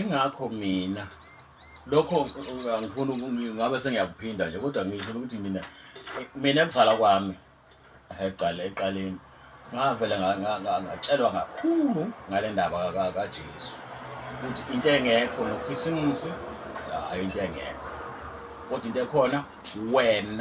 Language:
Zulu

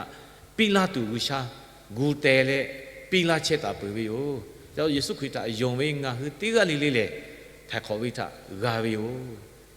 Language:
Lahu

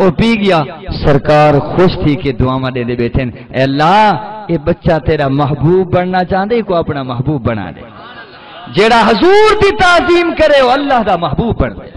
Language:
Saraiki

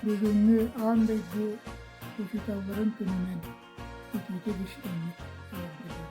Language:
Yakut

